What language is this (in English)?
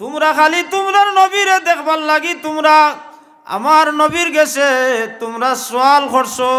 Sylheti